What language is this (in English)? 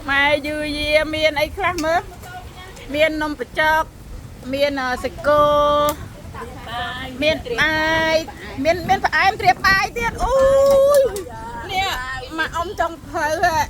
Khmer